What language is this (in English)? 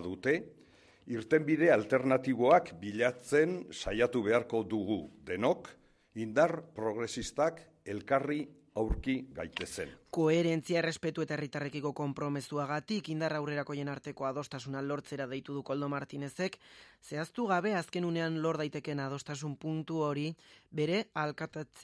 Basque